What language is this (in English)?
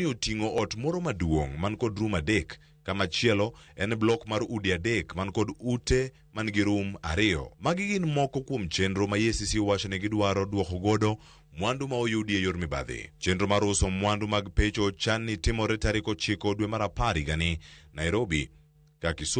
Luo (Kenya and Tanzania)